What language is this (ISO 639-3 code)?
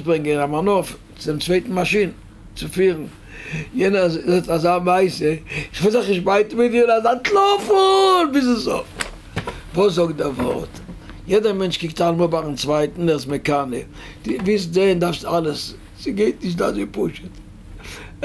yid